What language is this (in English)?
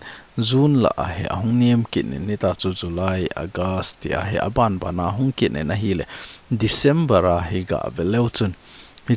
Thado Chin